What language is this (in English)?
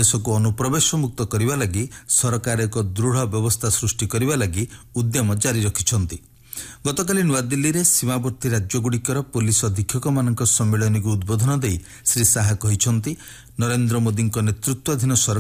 Odia